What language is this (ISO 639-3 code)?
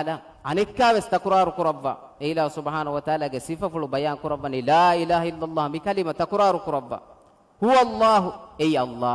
div